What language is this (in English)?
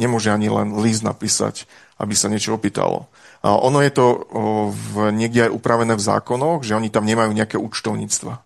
Slovak